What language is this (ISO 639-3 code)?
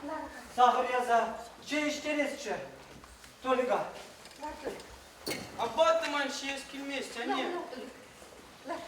chv